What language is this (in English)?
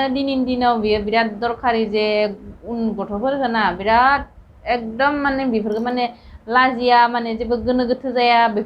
Bodo